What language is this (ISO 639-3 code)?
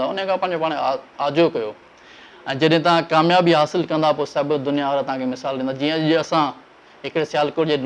snd